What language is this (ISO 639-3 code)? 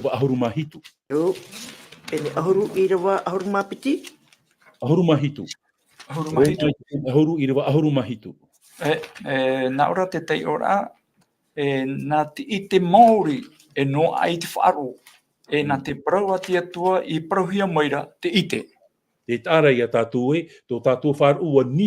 tah